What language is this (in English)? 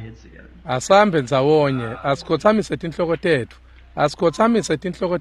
Swati